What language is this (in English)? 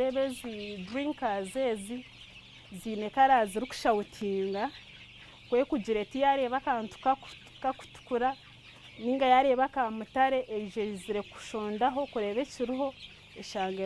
Nyankole